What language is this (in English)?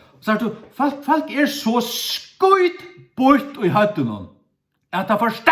Faroese